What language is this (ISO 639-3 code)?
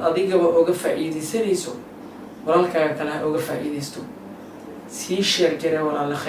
som